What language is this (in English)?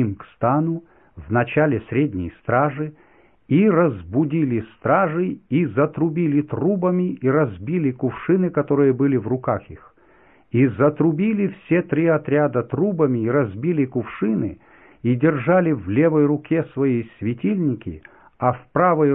Russian